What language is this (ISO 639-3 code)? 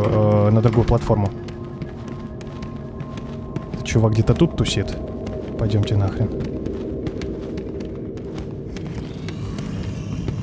rus